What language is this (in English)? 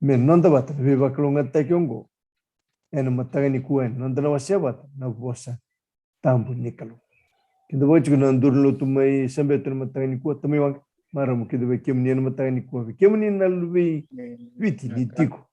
Fijian